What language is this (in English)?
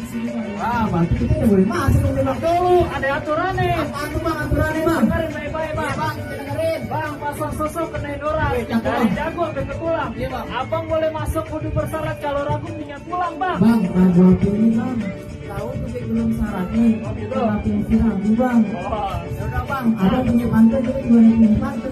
Betawi